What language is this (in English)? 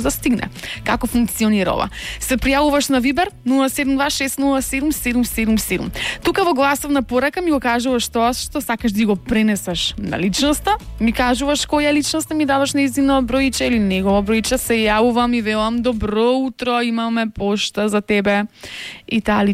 Macedonian